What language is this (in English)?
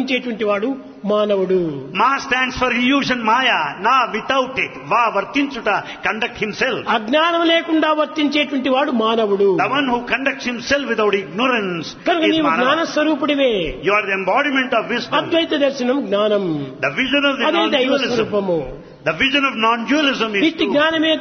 Telugu